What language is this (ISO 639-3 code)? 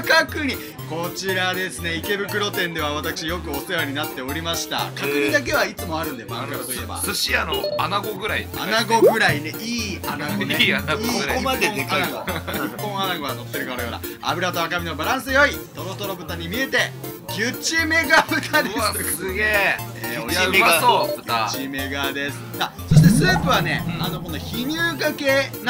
jpn